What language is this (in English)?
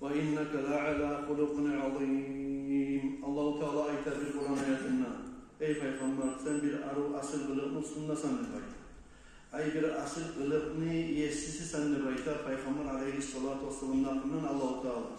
Kumyk